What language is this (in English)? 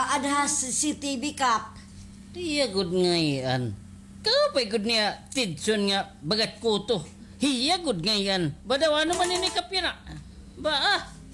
Waray